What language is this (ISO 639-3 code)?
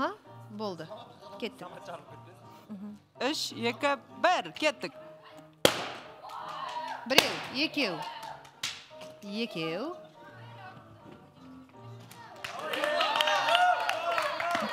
kaz